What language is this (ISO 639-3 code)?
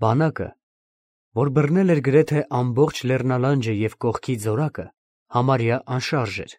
hye